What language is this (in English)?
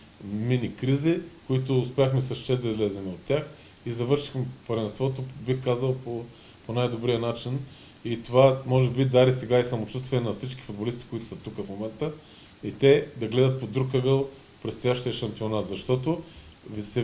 Bulgarian